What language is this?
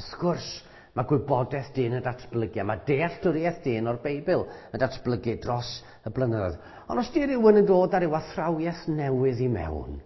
Welsh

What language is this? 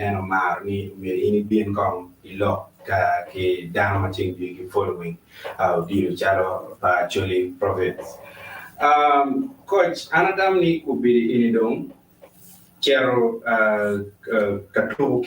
Acoli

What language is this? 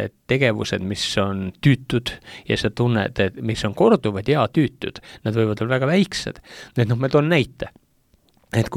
Estonian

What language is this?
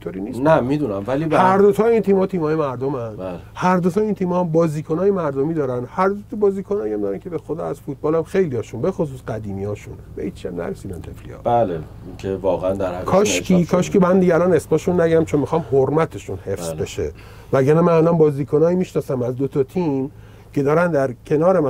Persian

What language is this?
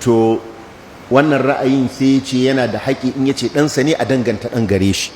Hausa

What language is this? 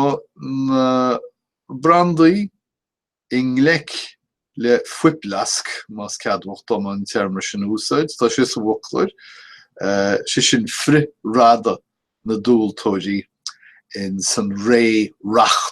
Irish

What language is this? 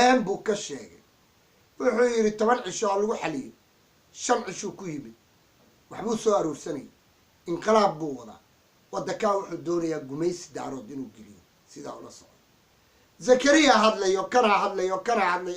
Somali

